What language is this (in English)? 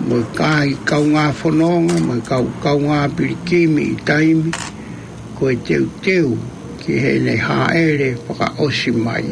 Tongan